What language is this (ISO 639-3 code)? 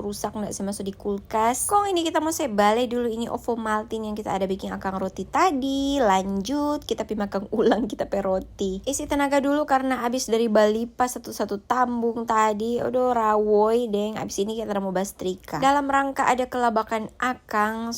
xmm